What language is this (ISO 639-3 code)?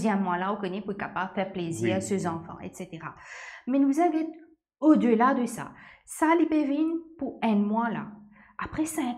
mfe